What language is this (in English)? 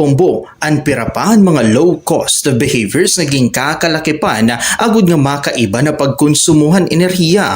Waray